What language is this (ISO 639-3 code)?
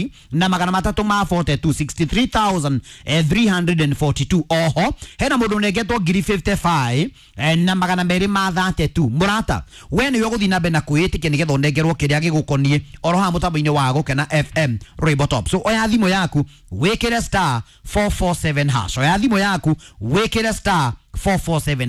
kik